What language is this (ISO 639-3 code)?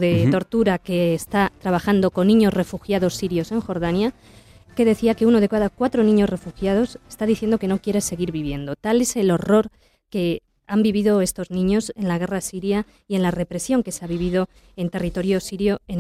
spa